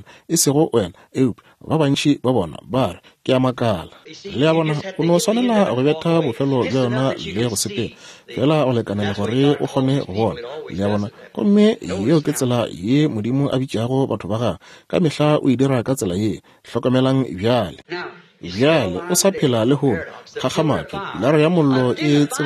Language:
Northern Sotho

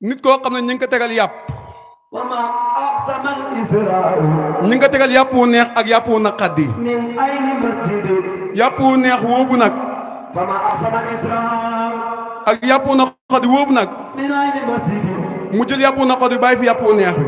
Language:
Wolof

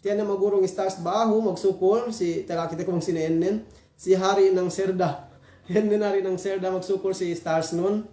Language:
Yakan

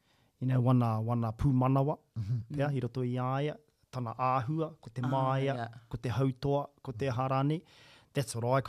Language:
Māori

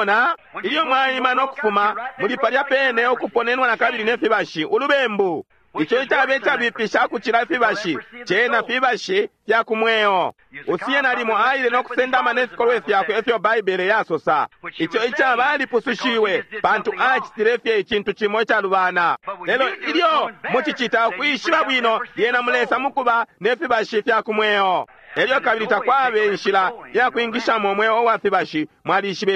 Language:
Bemba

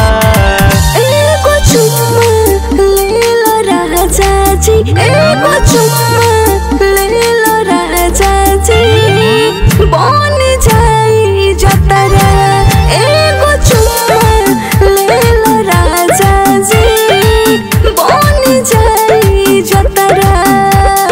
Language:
Bhojpuri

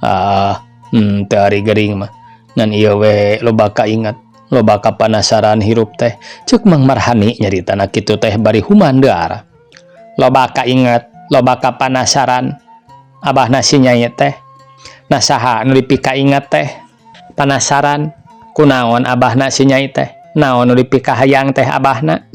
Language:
Sundanese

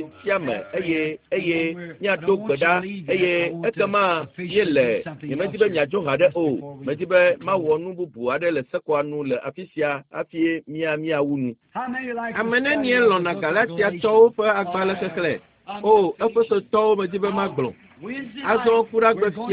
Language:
Ewe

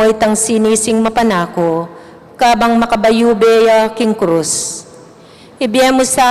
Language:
Pampanga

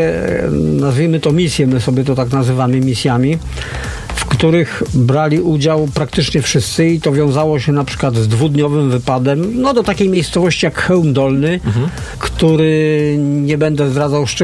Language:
Polish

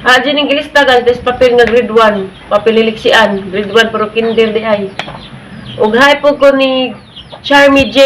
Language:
Cebuano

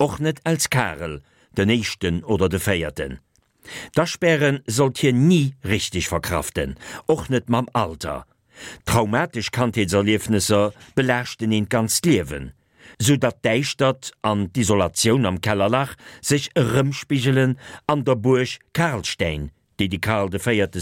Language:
Luxembourgish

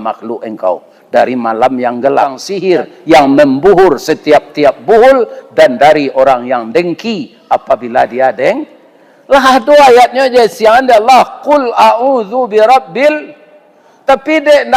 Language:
Minangkabau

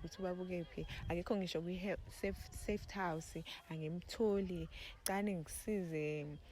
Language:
Zulu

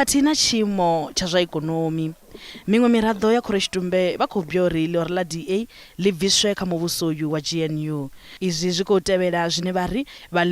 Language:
Venda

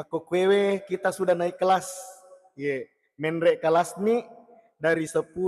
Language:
Buginese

